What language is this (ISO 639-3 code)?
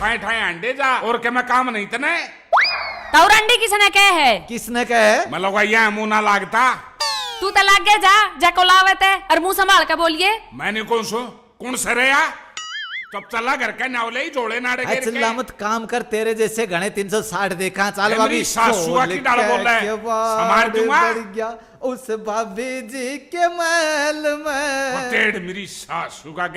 bgc